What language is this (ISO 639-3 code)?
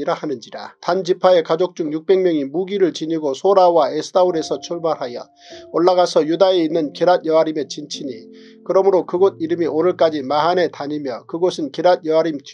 kor